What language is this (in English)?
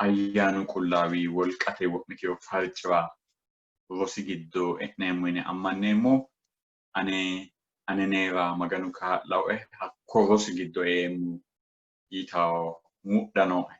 Sidamo